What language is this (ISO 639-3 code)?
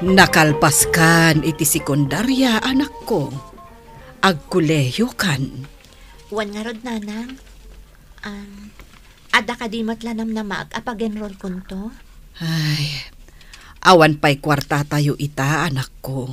ilo